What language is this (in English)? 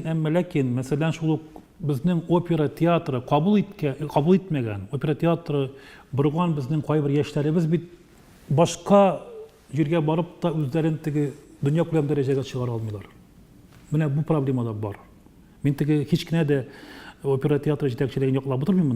Tatar